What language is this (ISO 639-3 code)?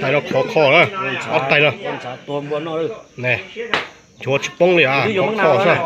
hmn